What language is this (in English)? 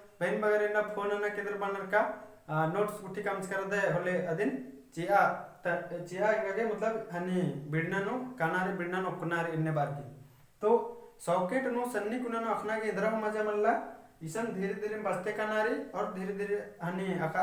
Kurukh